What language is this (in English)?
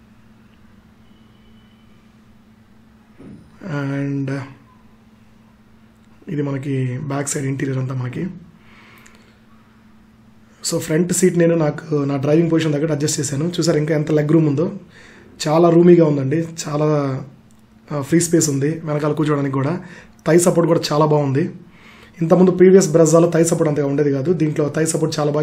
Telugu